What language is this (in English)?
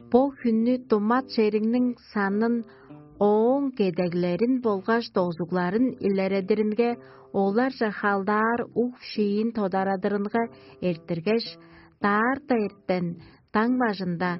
Tuvinian